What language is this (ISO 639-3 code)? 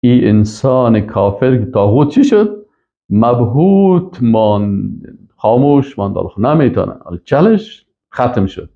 fas